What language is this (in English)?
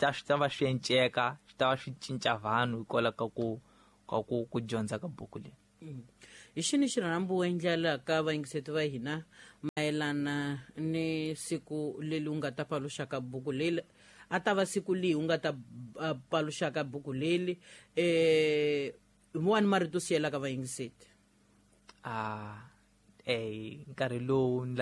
Tsonga